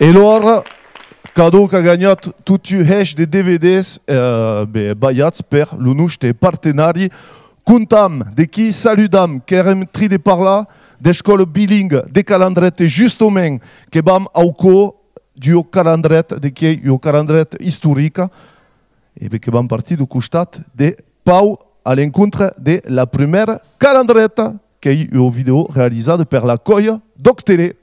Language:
Occitan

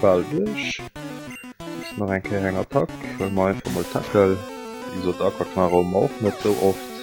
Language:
Luxembourgish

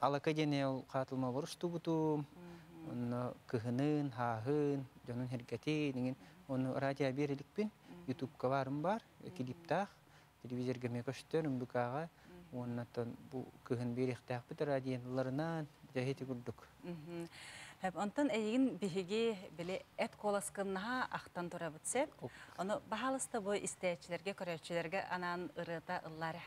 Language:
Yakut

